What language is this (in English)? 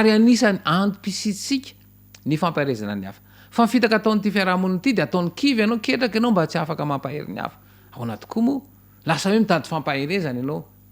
Malagasy